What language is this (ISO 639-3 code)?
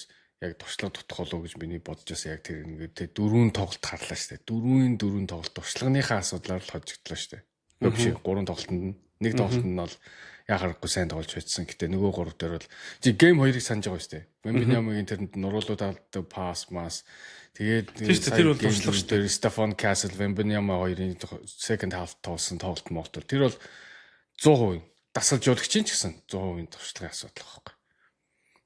mon